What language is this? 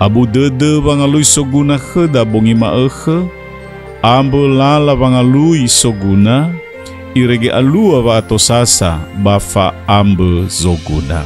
Nias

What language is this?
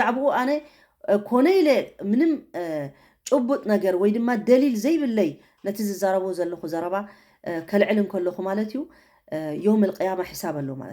Tigrinya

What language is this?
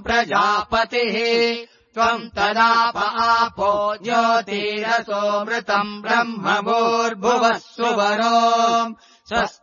Sanskrit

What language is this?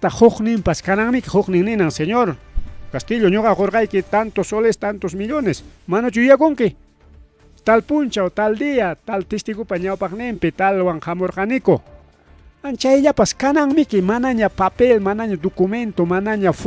Ayacucho Quechua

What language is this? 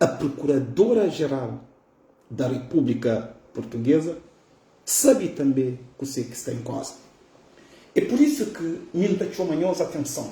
Kabuverdianu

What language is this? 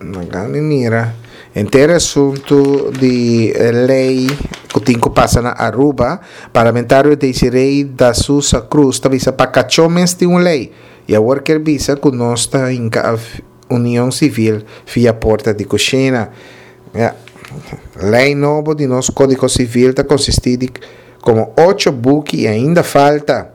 Papiamento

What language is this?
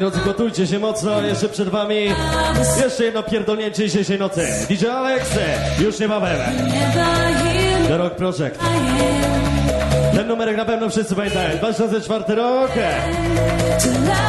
Polish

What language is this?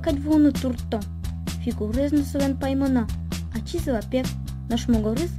Udmurt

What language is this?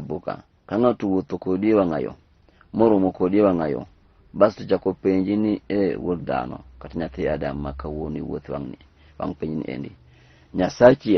Luo (Kenya and Tanzania)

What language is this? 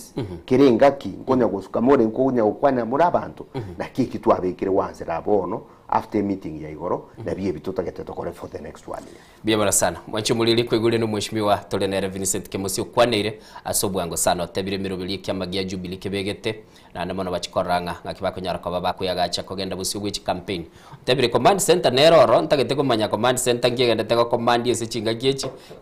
Gusii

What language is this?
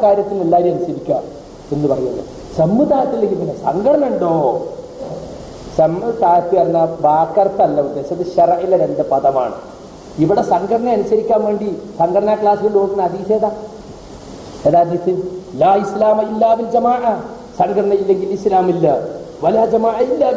Malayalam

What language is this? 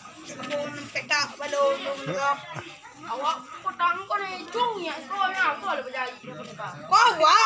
Minangkabau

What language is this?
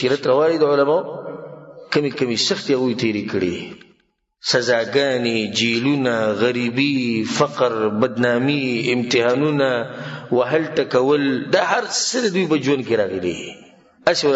Pashto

